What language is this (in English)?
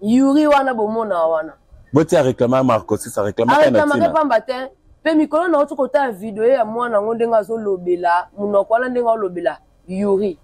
Lingala